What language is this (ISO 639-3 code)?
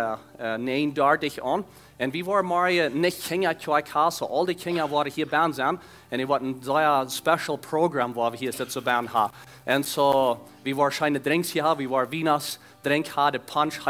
pdt